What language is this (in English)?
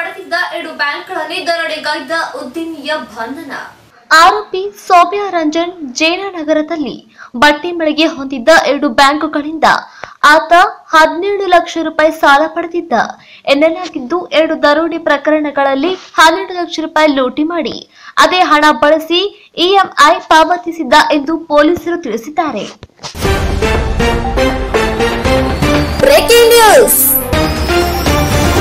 Kannada